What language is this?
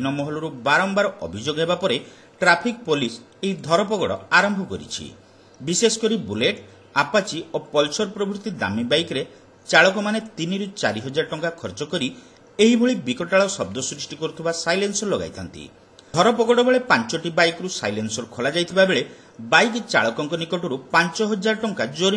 Odia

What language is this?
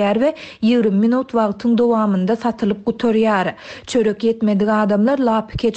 Turkmen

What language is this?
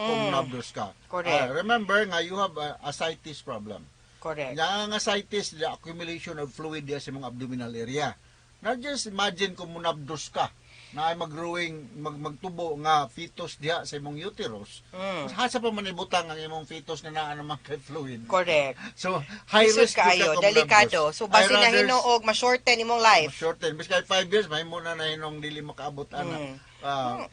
Cebuano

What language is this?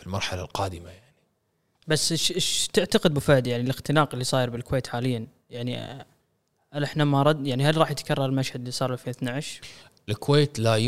Gulf Arabic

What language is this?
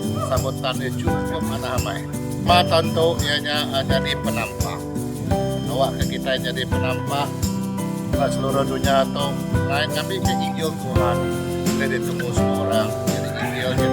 Iban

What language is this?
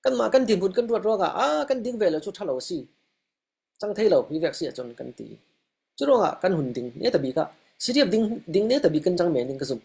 Falam Chin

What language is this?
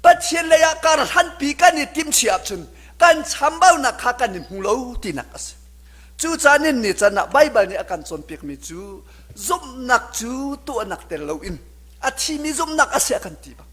Hakha Chin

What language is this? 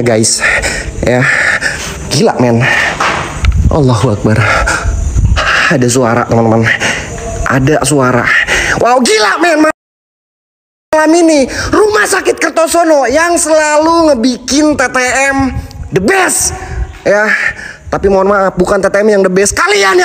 Indonesian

